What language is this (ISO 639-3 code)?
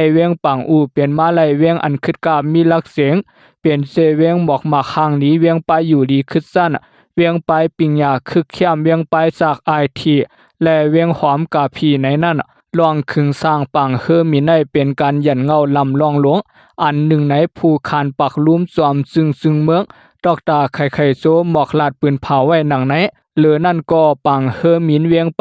shn